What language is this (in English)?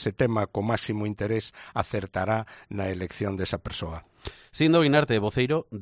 Galician